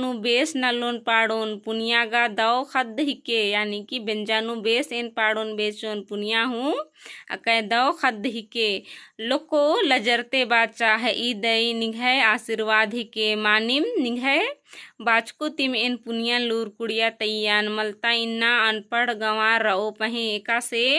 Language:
Kurukh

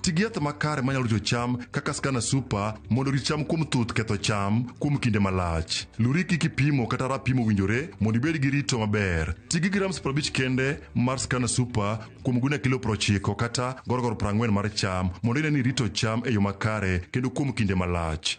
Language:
Luo (Kenya and Tanzania)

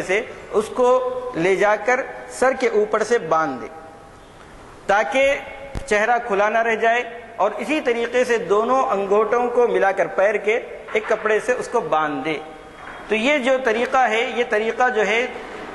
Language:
Urdu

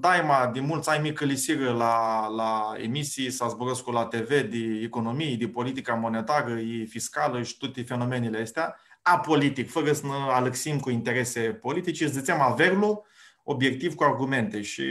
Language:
Aromanian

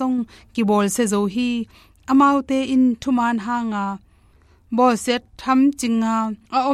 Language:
Tedim Chin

